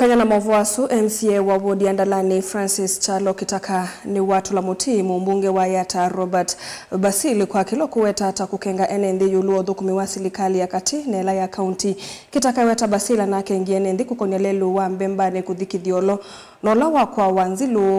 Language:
Kamba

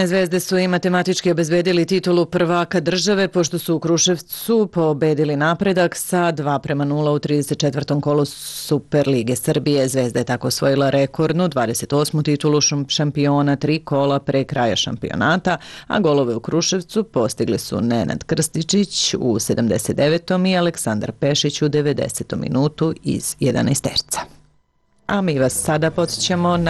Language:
Serbian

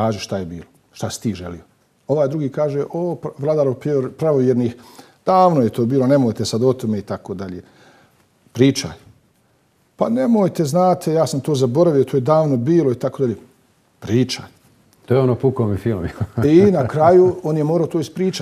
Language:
Bosnian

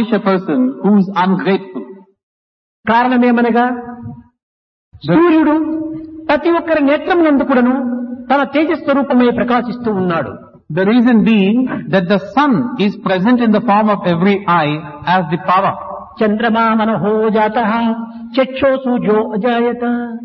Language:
Telugu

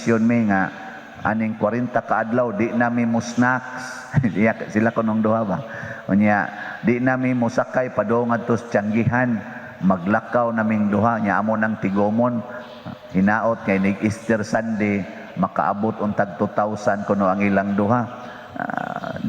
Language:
Cebuano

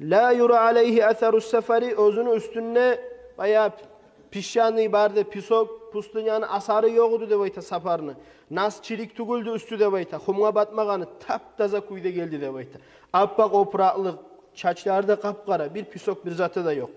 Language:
Kumyk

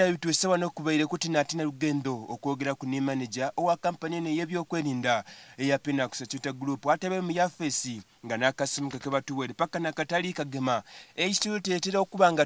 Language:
Soga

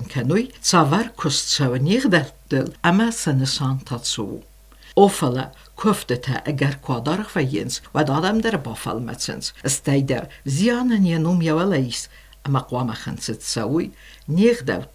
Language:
Ossetic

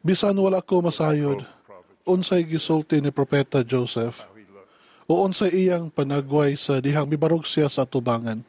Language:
Cebuano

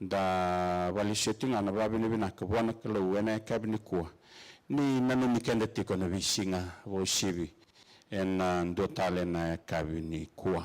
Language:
Fijian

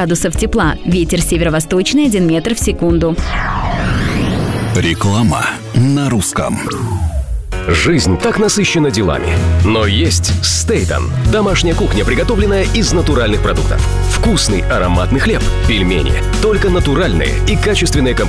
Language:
Russian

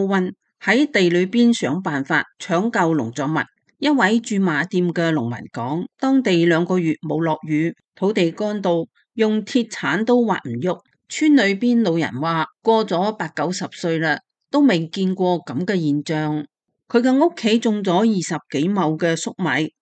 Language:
Cantonese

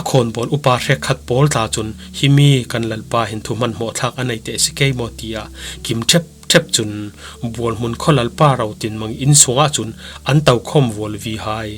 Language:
Falam Chin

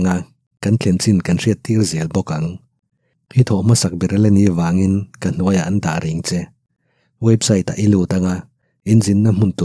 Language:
Mizo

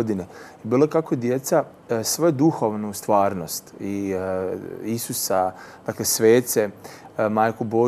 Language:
Croatian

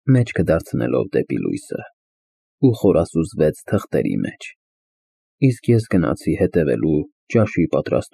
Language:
Armenian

